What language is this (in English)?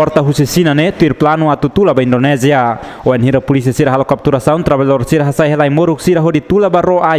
Tetum